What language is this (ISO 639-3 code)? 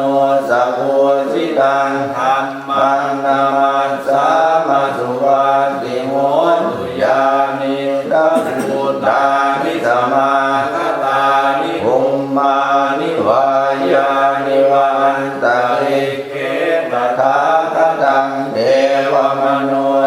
pli